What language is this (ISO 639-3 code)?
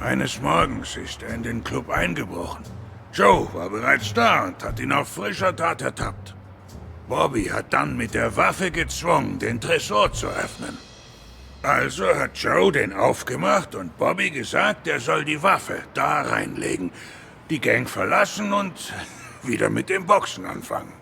gsw